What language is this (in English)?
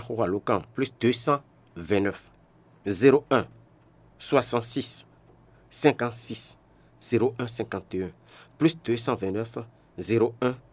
Fon